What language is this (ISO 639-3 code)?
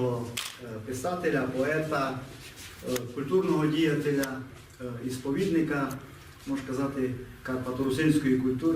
rue